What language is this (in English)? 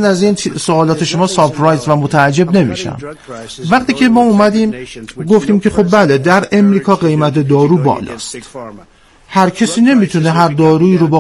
Persian